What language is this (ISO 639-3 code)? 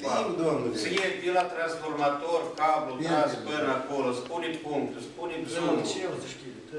ron